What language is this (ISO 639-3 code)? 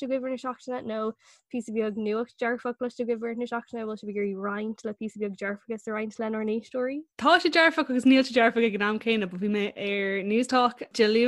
gle